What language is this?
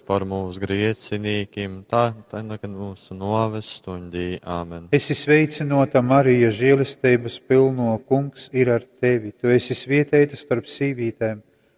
Latgalian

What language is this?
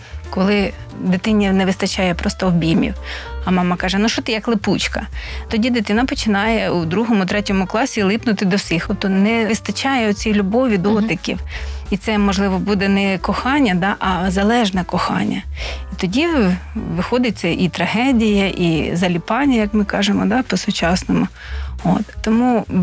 Ukrainian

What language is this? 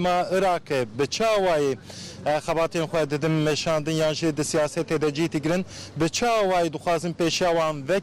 Kurdish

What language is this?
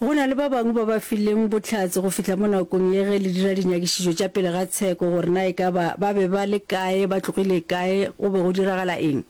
Northern Sotho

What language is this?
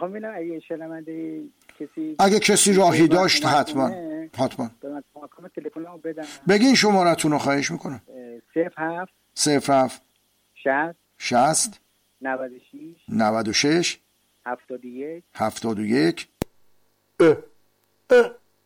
Persian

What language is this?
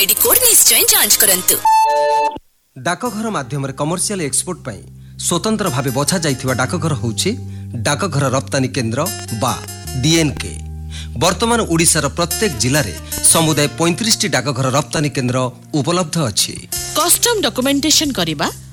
Odia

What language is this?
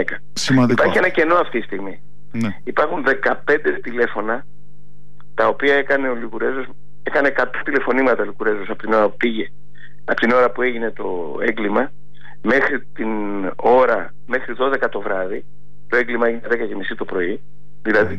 Greek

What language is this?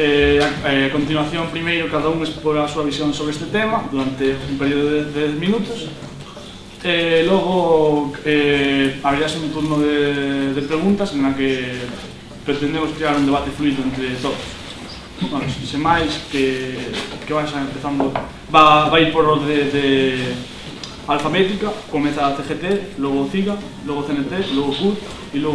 Galician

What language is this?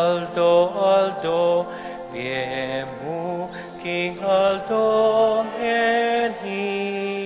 Pampanga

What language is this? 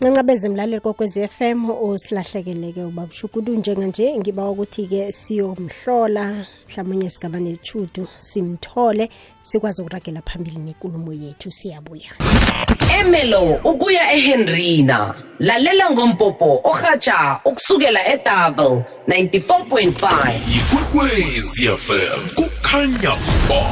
South Ndebele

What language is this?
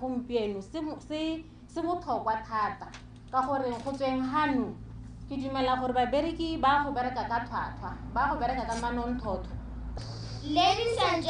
Tswana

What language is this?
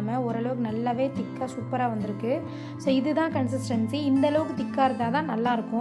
Tamil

